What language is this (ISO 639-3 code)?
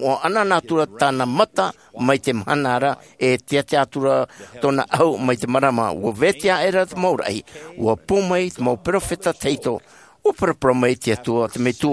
tah